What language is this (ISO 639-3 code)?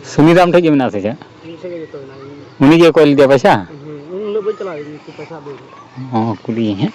sat